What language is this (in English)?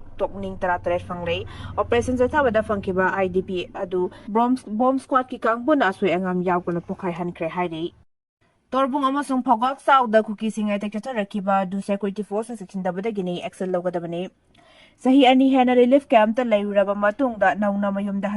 Manipuri